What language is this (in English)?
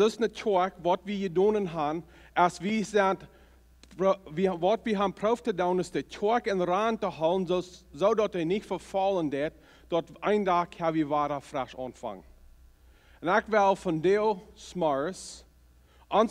Plautdietsch